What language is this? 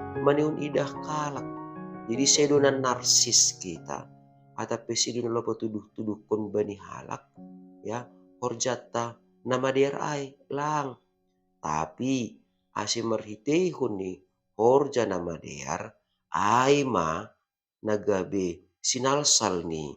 Batak Simalungun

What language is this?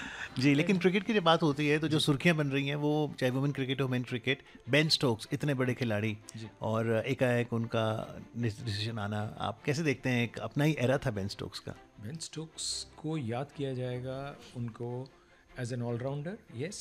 Hindi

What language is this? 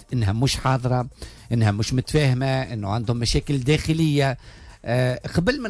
Tunisian Arabic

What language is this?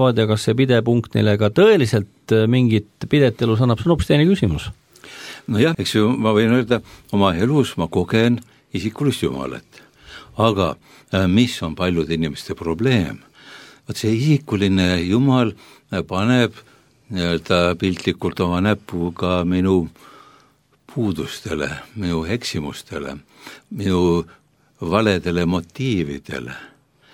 Estonian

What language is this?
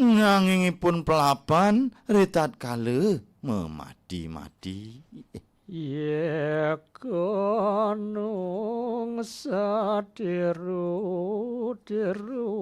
Balinese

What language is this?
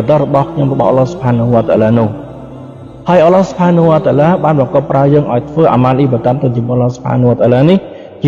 Khmer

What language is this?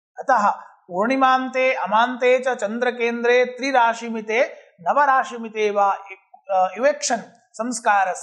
Sanskrit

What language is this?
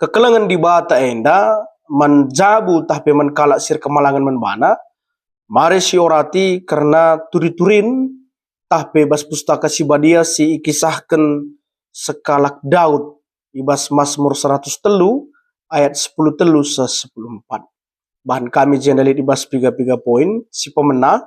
Batak Karo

